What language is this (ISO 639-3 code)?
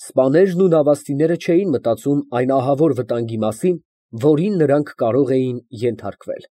hye